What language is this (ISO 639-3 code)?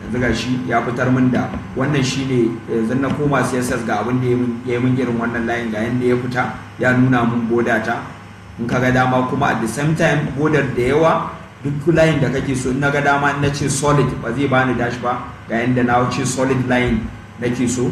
hau